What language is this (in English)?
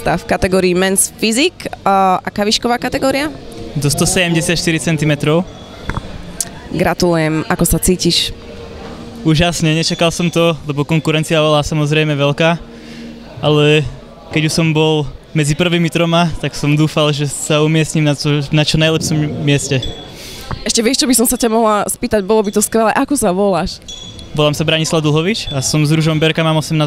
Slovak